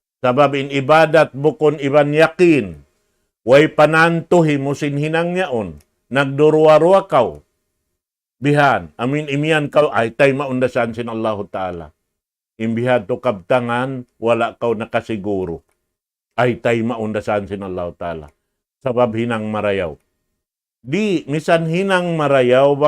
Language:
Tausug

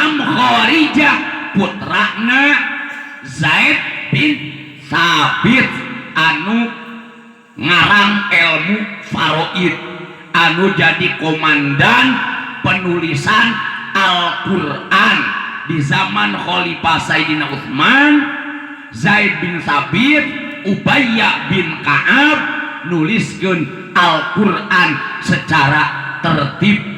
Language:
Sundanese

